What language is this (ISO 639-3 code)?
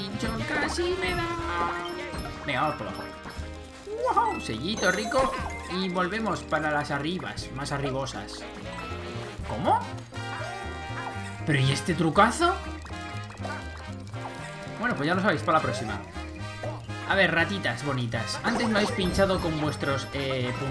spa